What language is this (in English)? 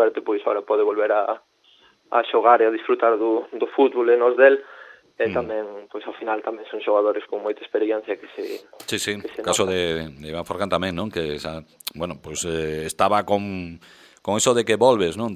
Galician